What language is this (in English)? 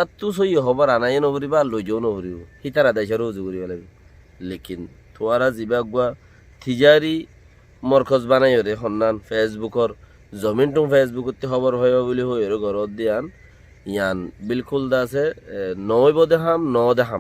Rohingya